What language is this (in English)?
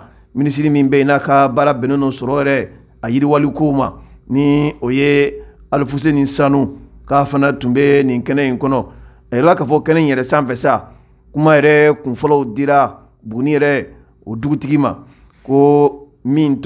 Bambara